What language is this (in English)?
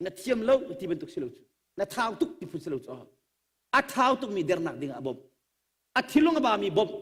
Hakha Chin